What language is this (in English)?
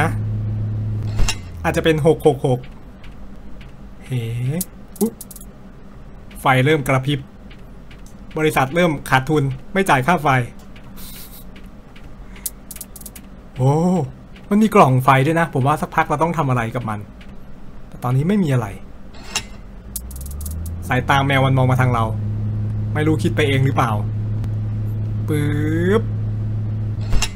Thai